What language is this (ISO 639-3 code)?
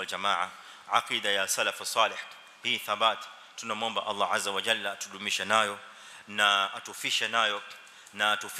swa